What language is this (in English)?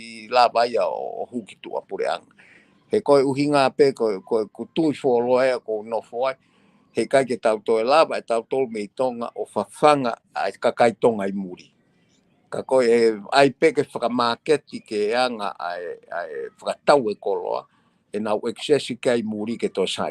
Tongan